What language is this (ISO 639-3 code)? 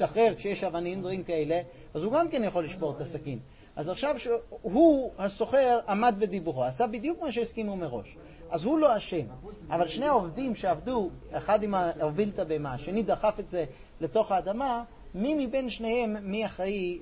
heb